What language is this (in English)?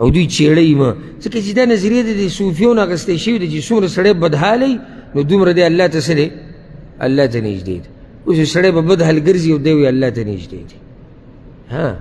Pashto